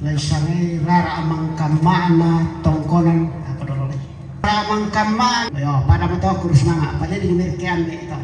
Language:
Toraja-Sa'dan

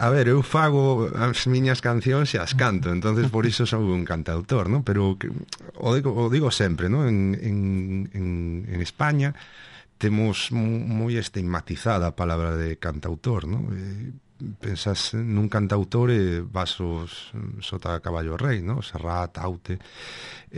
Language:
Galician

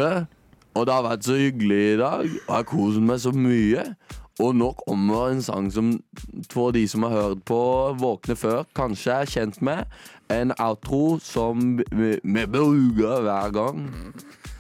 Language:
Norwegian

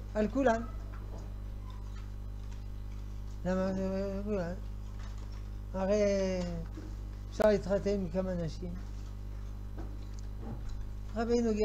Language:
Hebrew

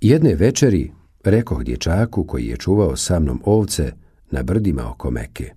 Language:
Bosnian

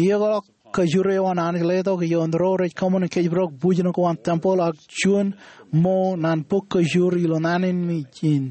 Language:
Marshallese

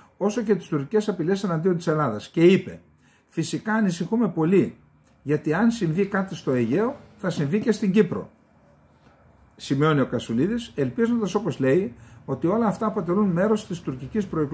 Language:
Greek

